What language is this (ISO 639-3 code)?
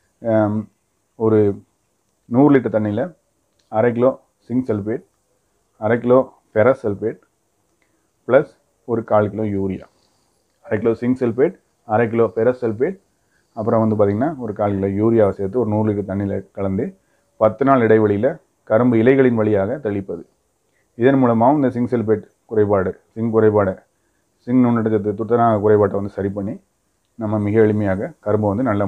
tam